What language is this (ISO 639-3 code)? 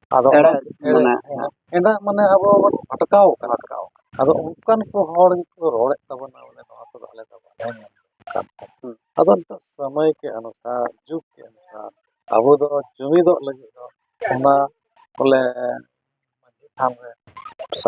sat